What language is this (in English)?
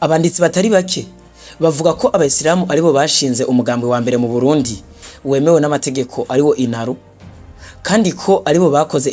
Rundi